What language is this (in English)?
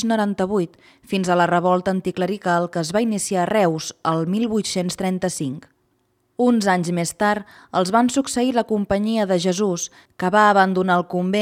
Catalan